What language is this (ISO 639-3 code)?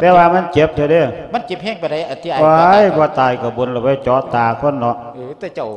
lao